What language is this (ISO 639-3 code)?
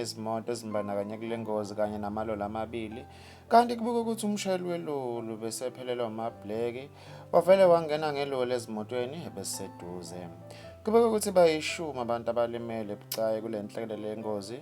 zul